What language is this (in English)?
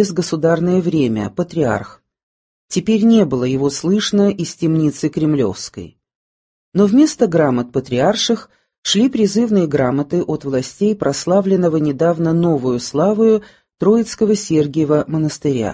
Russian